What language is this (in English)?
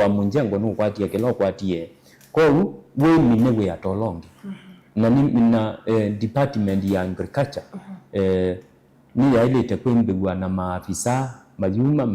Kamba